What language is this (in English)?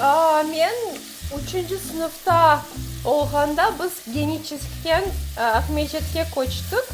Crimean Tatar